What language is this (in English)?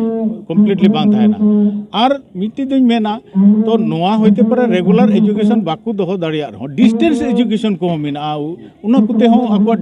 Santali